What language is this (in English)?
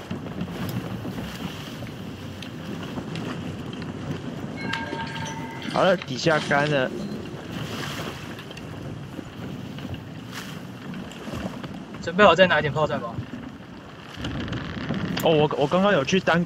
Chinese